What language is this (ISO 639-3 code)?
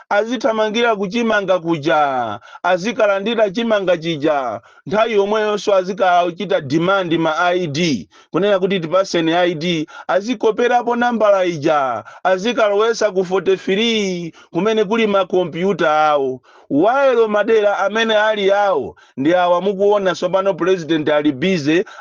nya